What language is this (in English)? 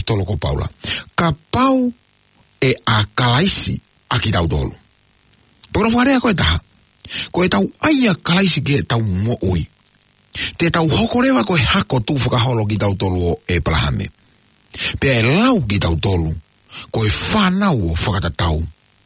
Tongan